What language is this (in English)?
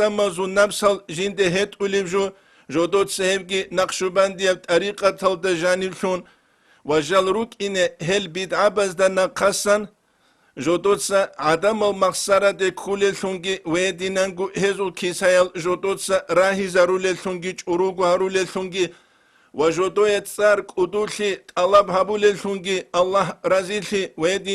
Avaric